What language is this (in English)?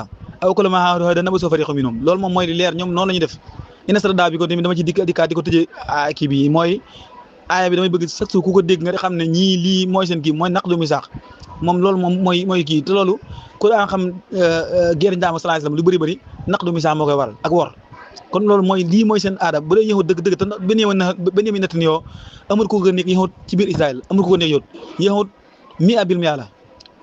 Wolof